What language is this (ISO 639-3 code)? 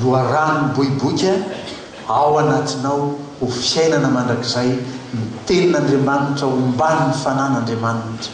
mlg